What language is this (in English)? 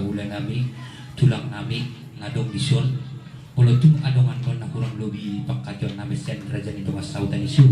Batak Toba